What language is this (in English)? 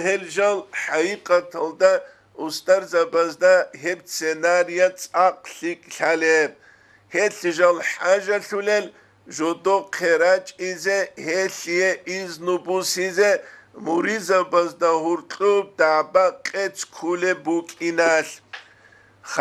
Avaric